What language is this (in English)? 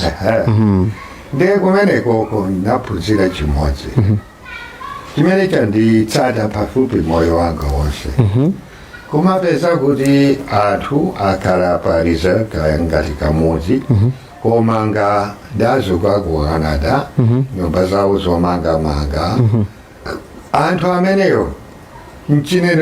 Nyanja